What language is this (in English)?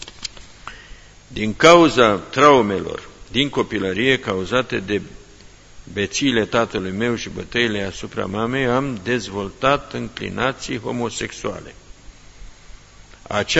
Romanian